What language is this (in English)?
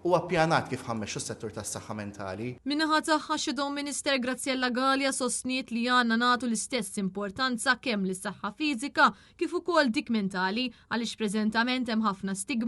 Maltese